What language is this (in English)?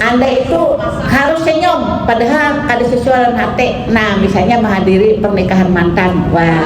Banjar